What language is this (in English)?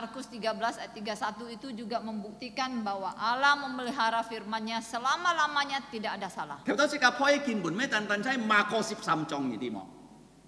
Indonesian